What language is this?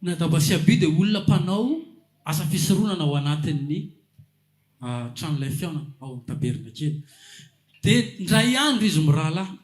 Malagasy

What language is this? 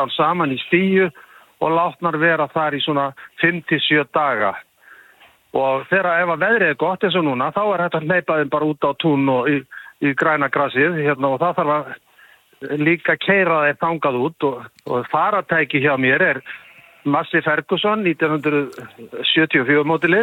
Icelandic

